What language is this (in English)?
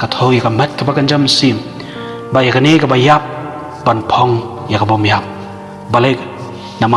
Khasi